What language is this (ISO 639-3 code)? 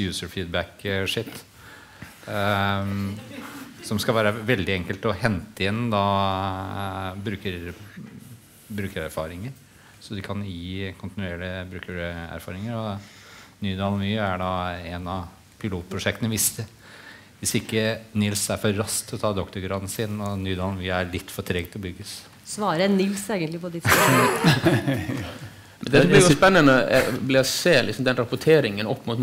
nor